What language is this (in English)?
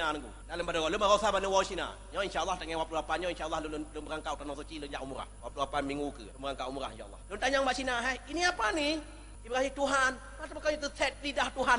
Achinese